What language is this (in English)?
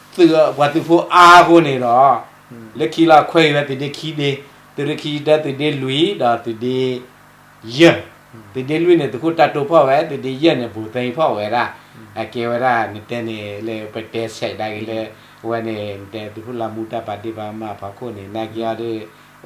S'gaw Karen